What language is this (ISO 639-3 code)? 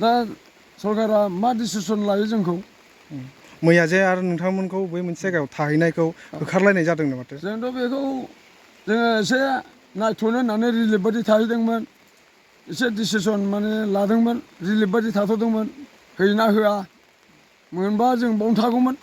brx